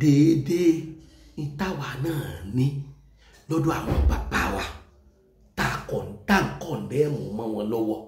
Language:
Yoruba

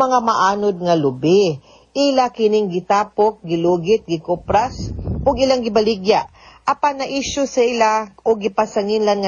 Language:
Cebuano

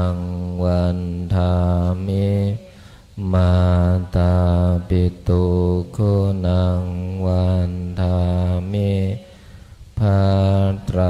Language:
Pali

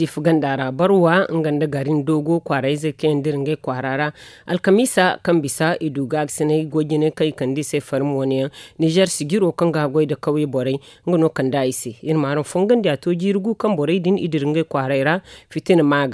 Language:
Zarma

